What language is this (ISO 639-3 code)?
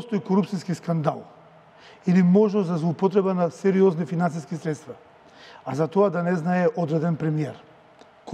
mkd